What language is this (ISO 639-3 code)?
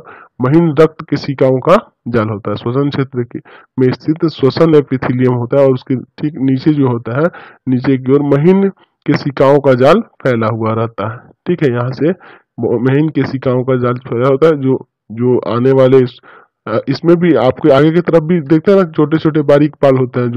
hin